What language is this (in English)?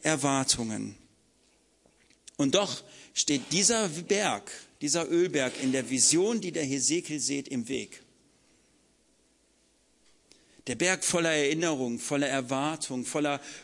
German